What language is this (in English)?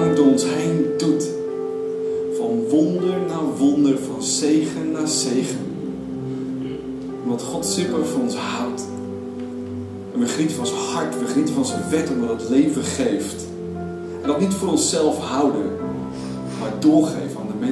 Dutch